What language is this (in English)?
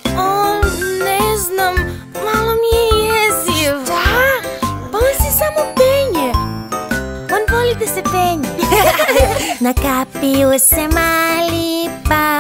Serbian